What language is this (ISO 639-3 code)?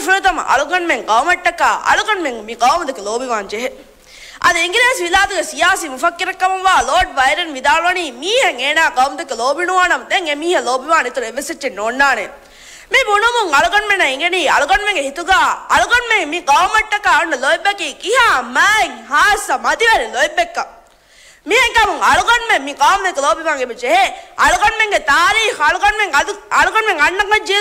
div